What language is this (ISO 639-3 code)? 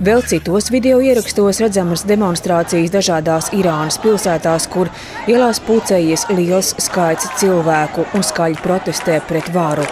lav